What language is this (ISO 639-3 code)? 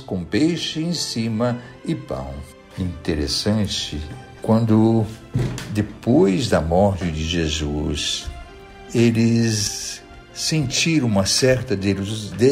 por